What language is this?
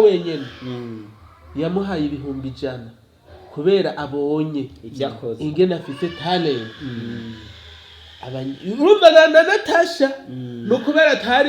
Rundi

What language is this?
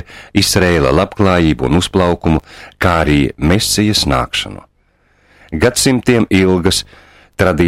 Latvian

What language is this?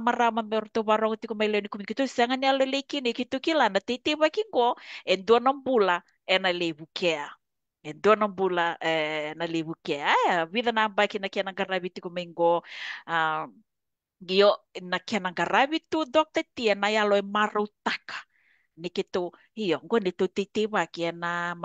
Fijian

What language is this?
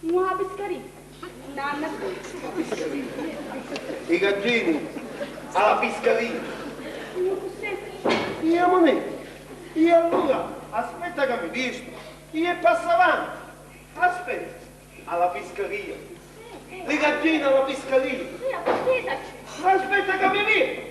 Sicilian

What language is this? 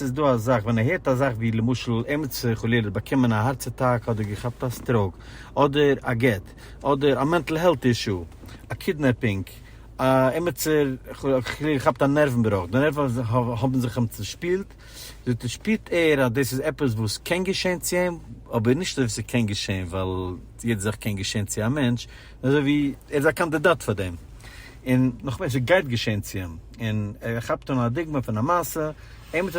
Yiddish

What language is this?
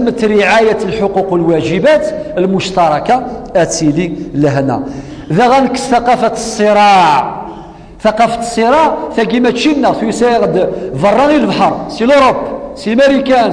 Kabyle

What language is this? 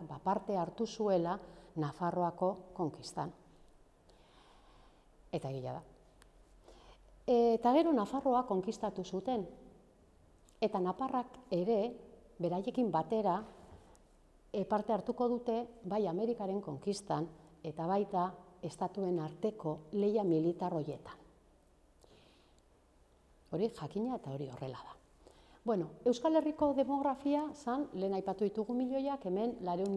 Basque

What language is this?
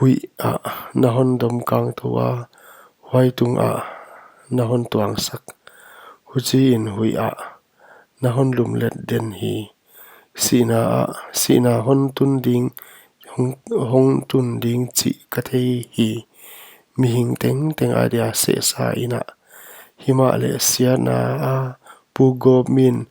Paite Chin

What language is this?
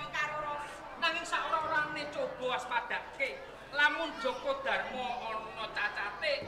Javanese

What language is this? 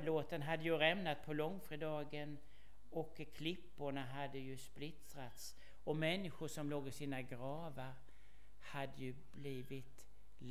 Swedish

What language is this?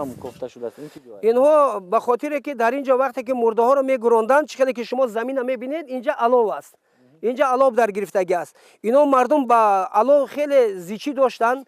Tajik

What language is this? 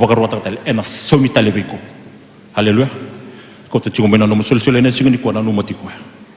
Fijian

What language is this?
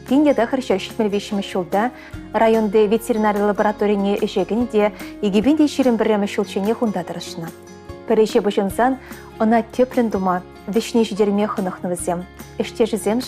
Chuvash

